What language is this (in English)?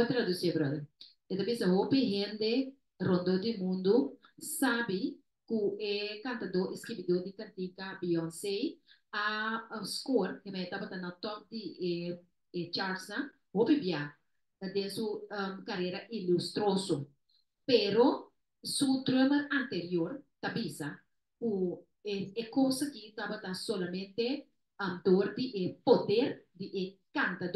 Papiamento